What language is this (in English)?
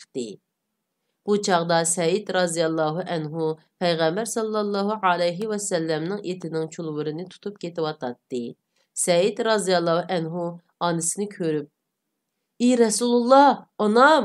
Uyghur